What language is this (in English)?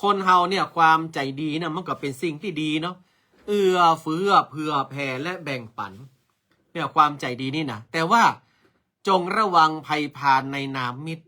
Northern Thai